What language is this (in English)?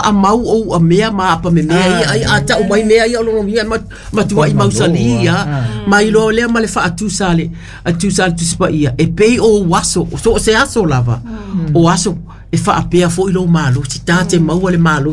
Samoan